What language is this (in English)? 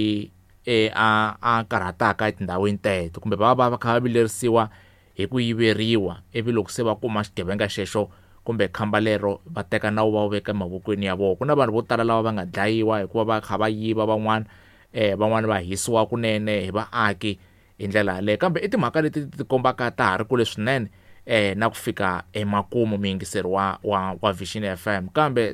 Tsonga